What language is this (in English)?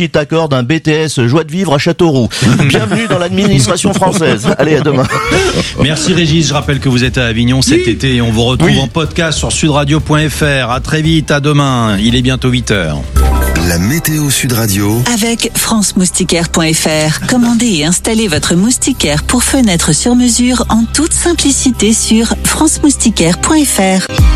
French